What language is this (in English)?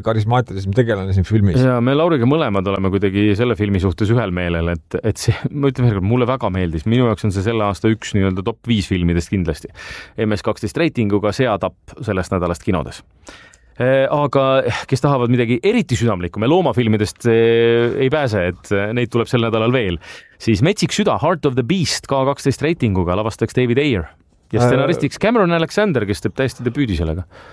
Estonian